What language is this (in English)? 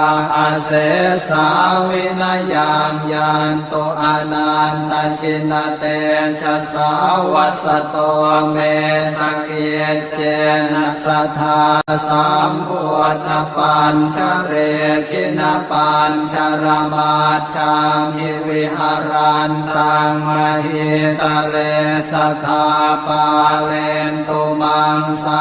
Pali